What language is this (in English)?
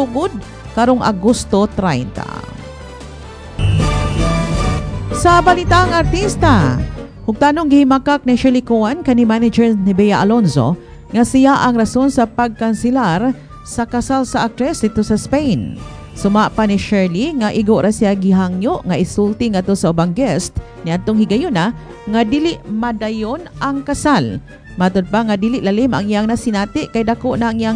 Cebuano